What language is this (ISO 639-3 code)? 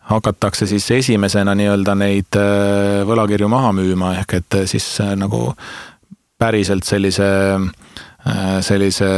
est